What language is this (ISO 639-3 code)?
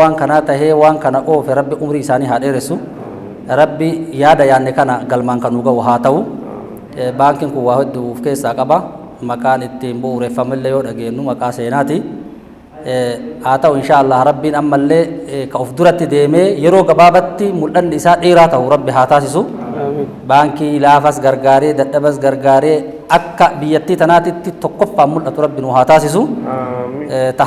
orm